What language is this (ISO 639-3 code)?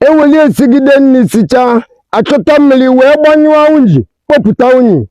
ibo